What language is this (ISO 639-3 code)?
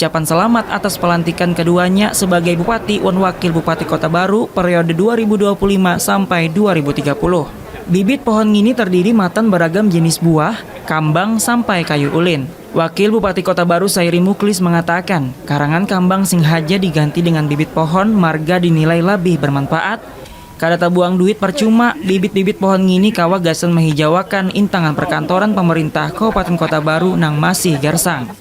bjn